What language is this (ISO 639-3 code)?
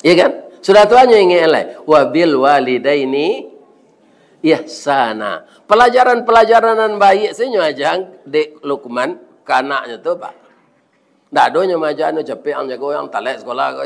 min